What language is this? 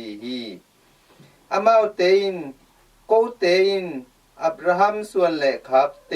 Tedim Chin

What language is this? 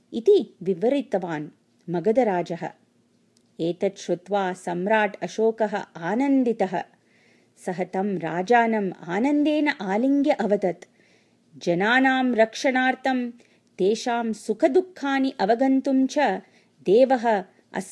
Sanskrit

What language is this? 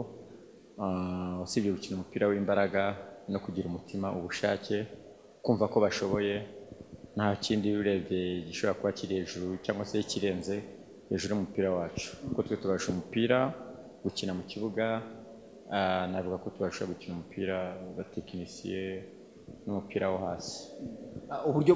Kinyarwanda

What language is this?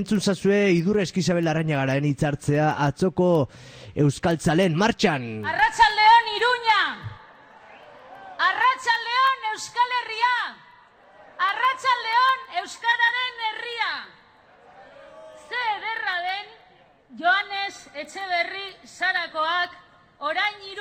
Basque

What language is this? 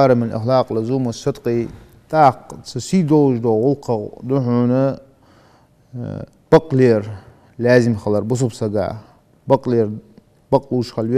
Ingush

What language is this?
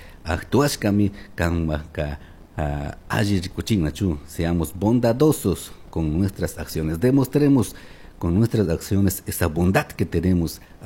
Chimborazo Highland Quichua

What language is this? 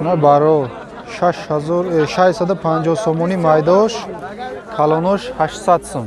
Tajik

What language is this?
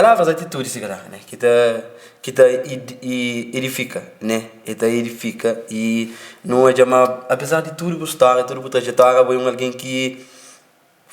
Kabuverdianu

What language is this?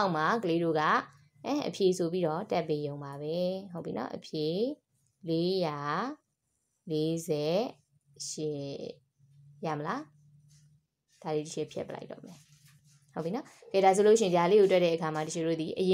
Burmese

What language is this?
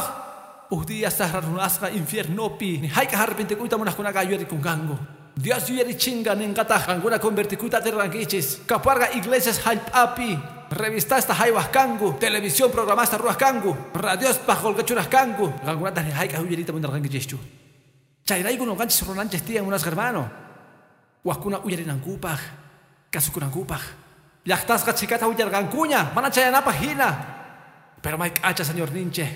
Quechua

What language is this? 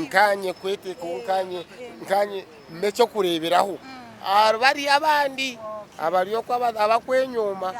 Nyankole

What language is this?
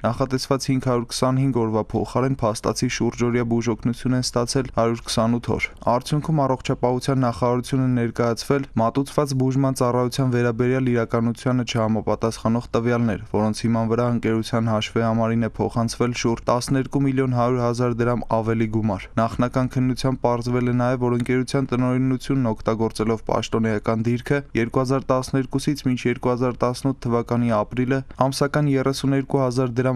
Armenian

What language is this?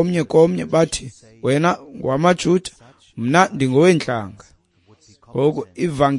Xhosa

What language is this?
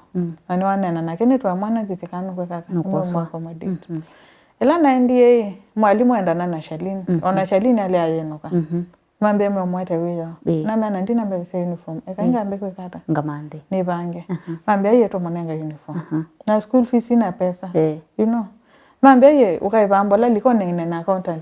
Kamba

